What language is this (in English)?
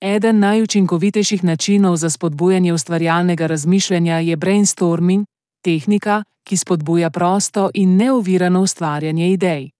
Slovenian